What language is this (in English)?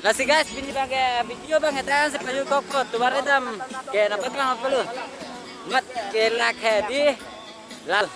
Karbi